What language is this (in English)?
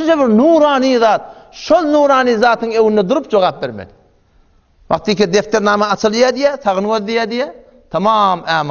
Turkmen